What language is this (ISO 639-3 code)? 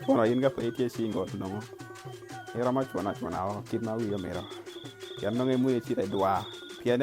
ach